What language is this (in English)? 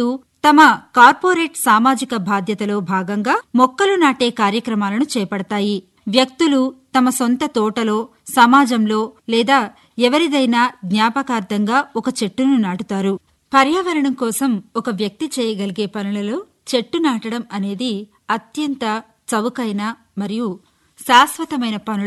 Telugu